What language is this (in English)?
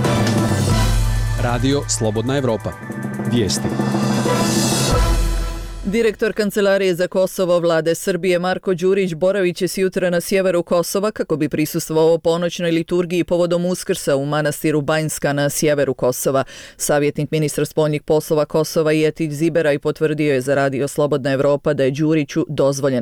Bosnian